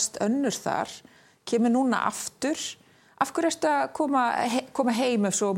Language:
Icelandic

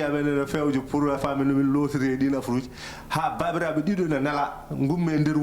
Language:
Fula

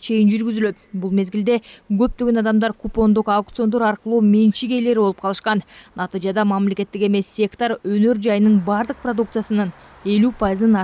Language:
Kyrgyz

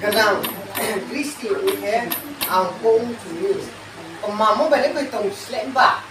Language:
Riang (India)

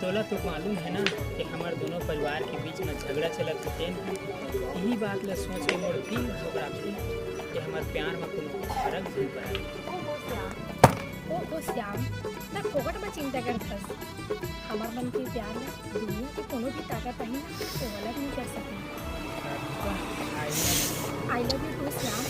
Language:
Chhattisgarhi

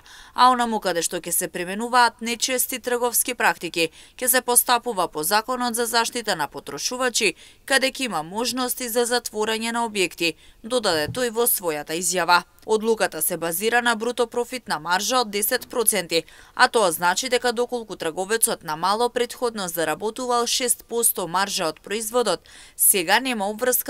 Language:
Macedonian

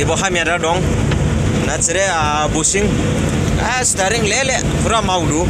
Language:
Dimasa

